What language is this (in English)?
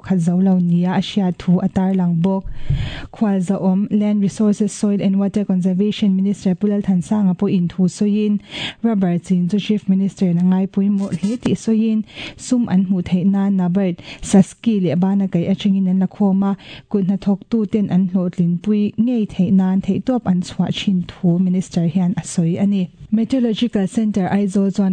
Mizo